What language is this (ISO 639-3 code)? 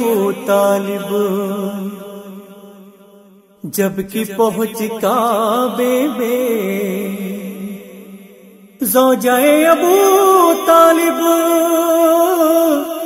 urd